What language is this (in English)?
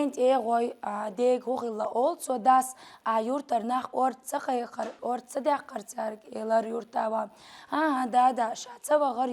Chechen